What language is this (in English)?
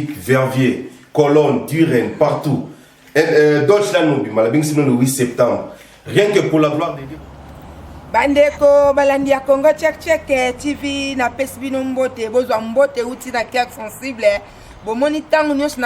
Lingala